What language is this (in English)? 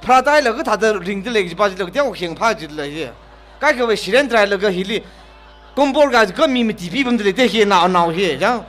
Tangkhul Naga (India)